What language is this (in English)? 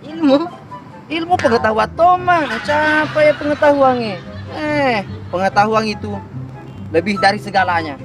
Buginese